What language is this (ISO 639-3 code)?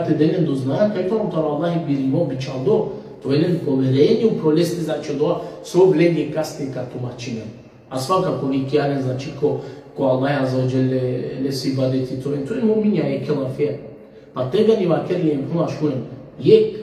rmn